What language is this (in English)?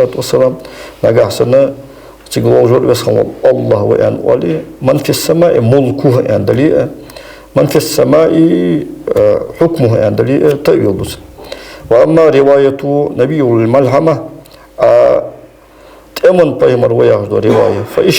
Ingush